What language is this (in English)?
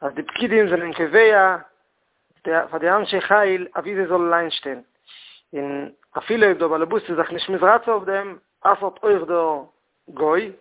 Yiddish